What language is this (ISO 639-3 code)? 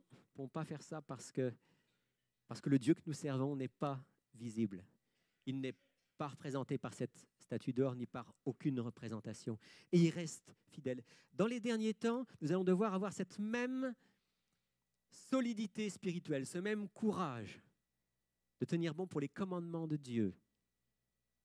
fra